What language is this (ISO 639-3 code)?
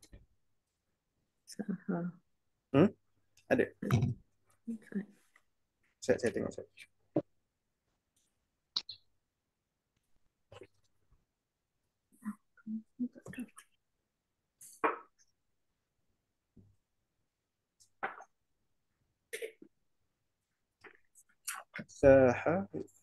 msa